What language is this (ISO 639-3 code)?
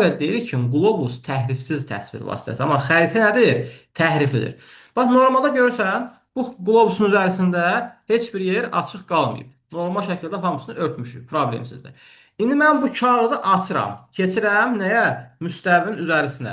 aze